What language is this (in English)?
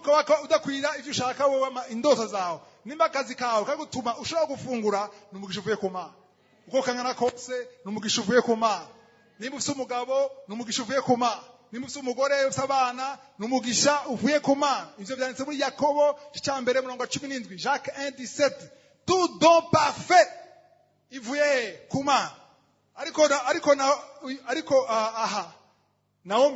Rundi